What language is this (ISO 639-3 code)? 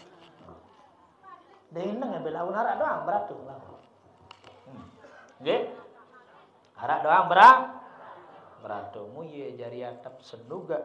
sas